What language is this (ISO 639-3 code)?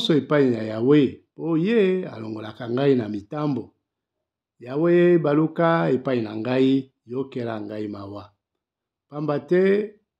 lin